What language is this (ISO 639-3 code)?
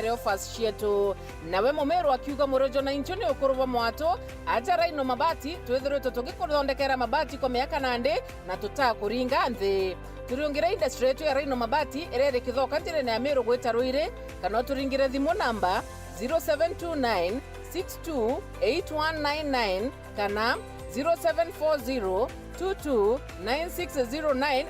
mer